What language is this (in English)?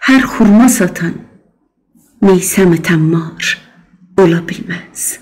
South Azerbaijani